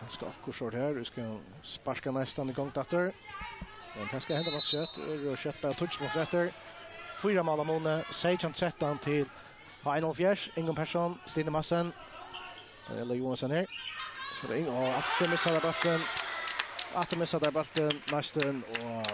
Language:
Faroese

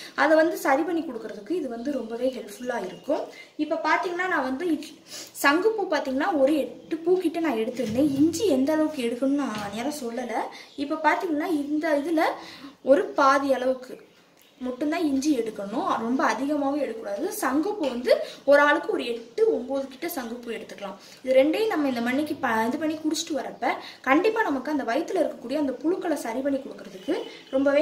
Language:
Tamil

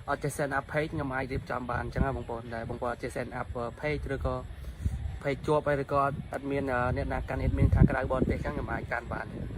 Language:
Khmer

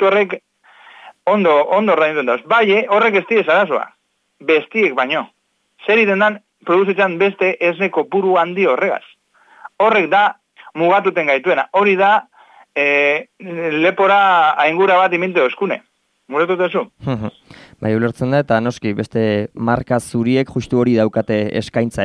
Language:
Basque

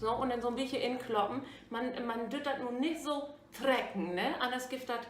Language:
Low German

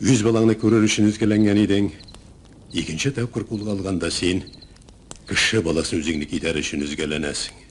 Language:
Tatar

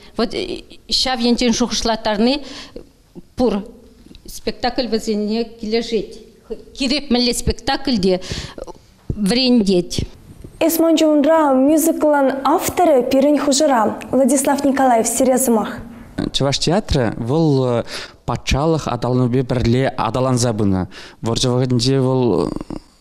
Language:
Chuvash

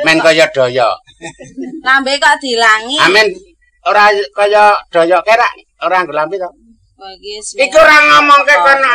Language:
Javanese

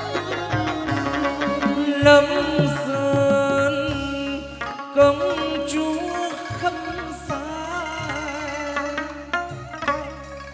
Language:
Vietnamese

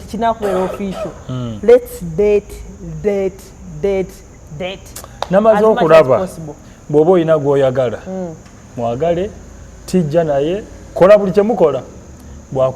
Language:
Ganda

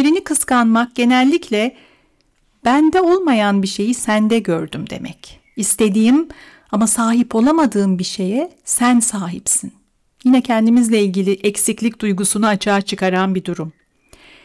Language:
Turkish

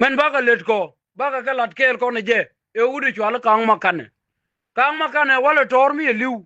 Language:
Nuer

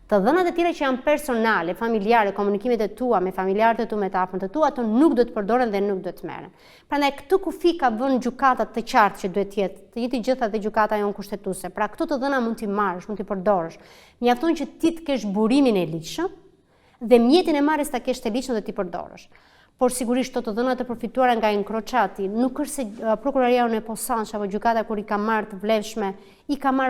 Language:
Albanian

